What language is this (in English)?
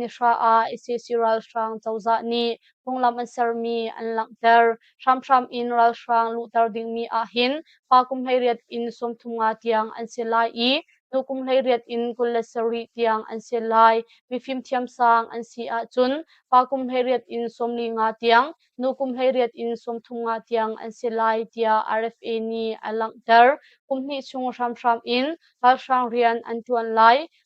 Hakha Chin